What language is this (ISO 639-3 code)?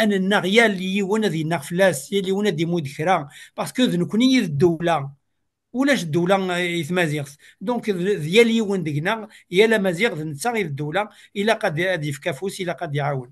kab